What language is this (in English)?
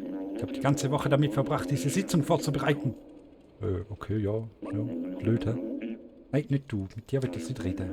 Swiss German